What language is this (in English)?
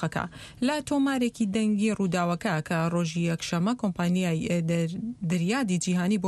Central Kurdish